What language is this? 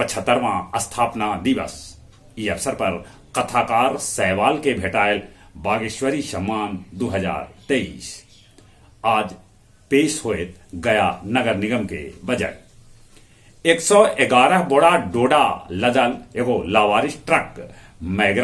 Magahi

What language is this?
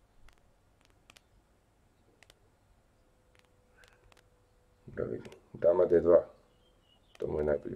Croatian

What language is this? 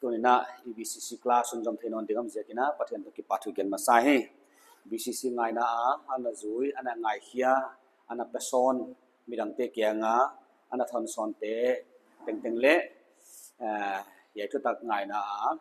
Paite Chin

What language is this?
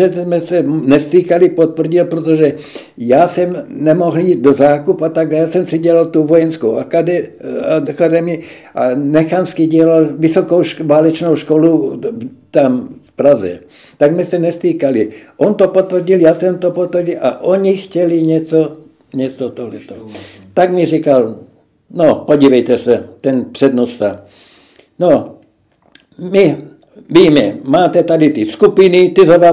Czech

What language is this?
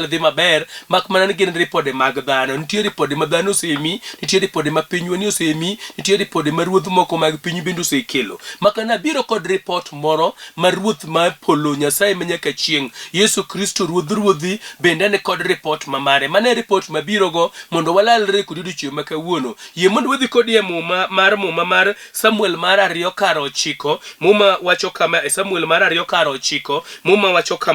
Luo (Kenya and Tanzania)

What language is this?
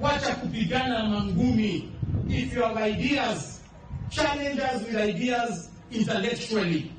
Luo (Kenya and Tanzania)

